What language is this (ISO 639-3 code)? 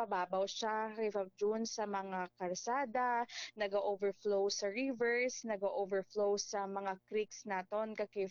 hil